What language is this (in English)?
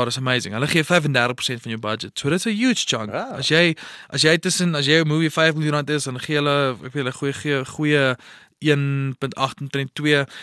Afrikaans